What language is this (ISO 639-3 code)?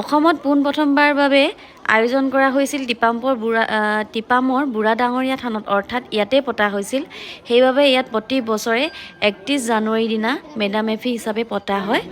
asm